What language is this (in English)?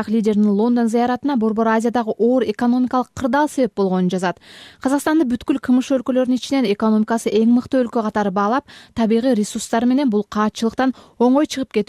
Kyrgyz